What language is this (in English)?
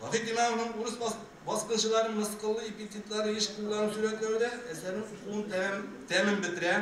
Tatar